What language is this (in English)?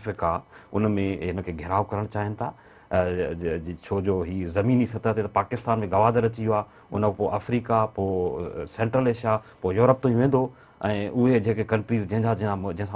Sindhi